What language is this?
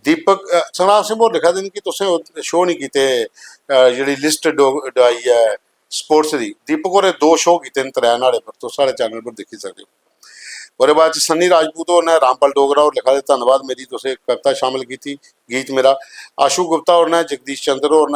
Dogri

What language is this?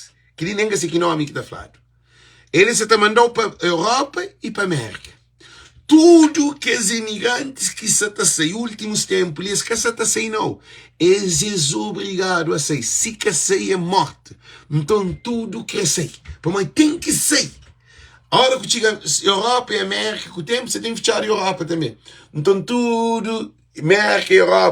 Kabuverdianu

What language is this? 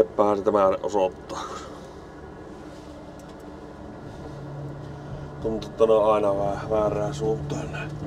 Finnish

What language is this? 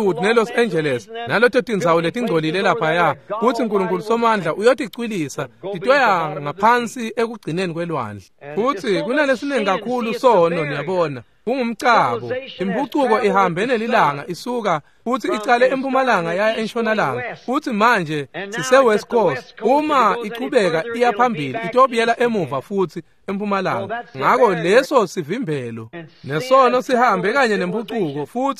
Swati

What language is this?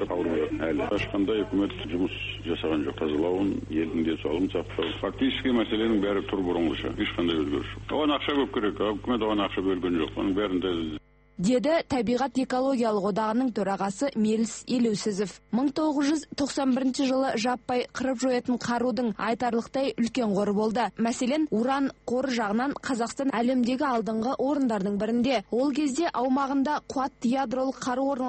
Kazakh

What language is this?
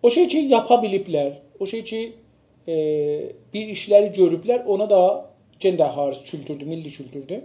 South Azerbaijani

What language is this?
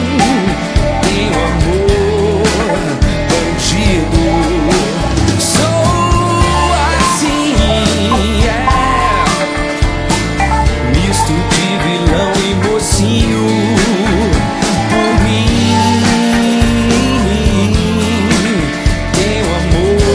Portuguese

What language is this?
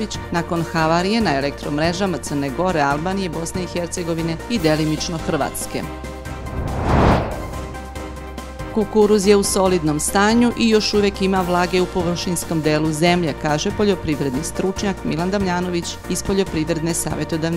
Serbian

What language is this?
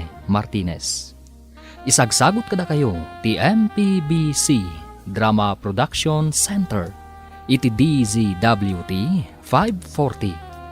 Iloko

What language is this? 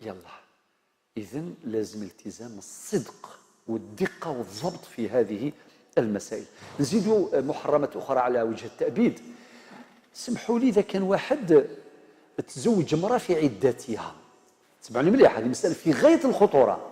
Algerian Arabic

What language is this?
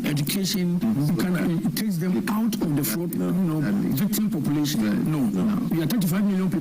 Akan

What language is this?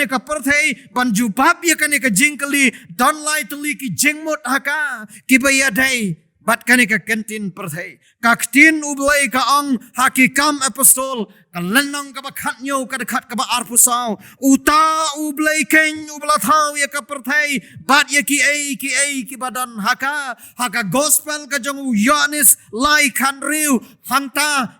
Khasi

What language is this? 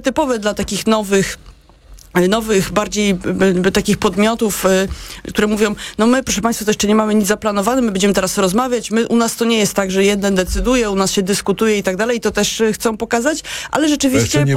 Polish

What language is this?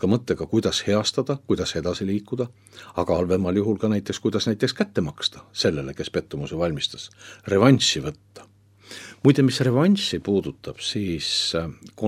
Estonian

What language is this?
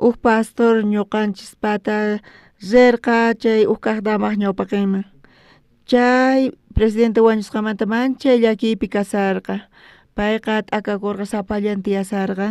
South Bolivian Quechua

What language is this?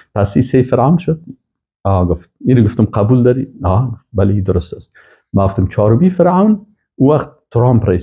Persian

